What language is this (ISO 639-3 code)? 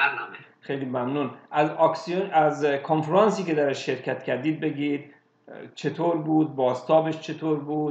fas